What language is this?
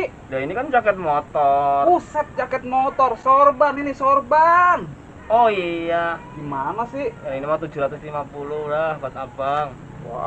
Betawi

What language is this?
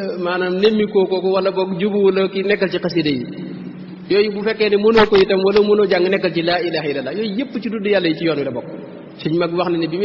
Wolof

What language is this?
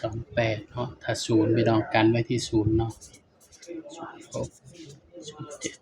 Northeastern Thai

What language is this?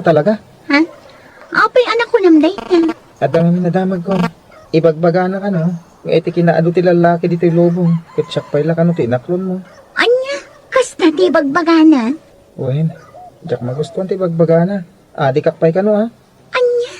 Iloko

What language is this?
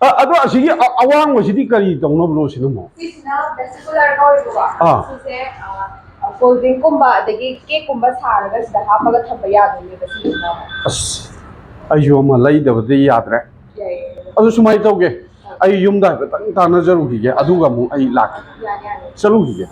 Manipuri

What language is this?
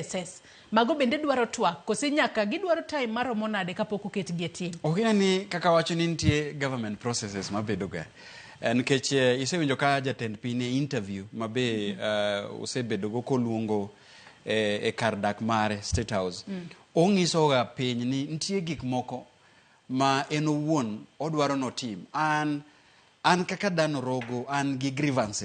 Luo (Kenya and Tanzania)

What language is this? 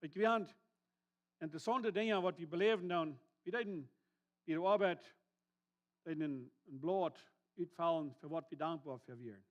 Plautdietsch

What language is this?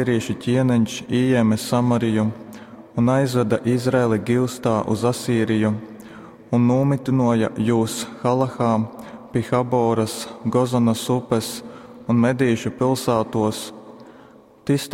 Latgalian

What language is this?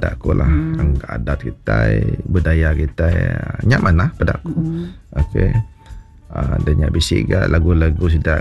Iban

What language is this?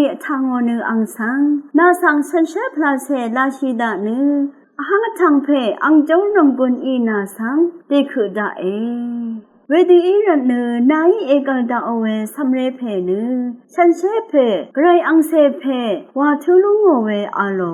Rawang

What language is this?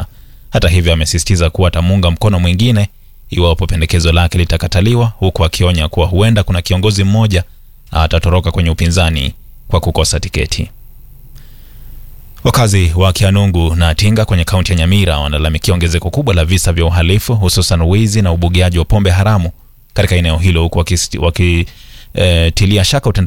Swahili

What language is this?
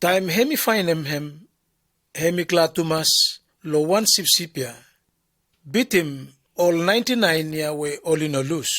Bislama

